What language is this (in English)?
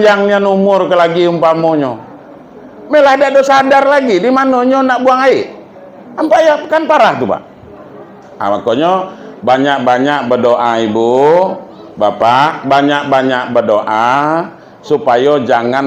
Minangkabau